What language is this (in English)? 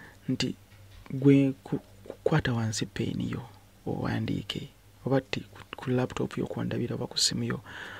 Ganda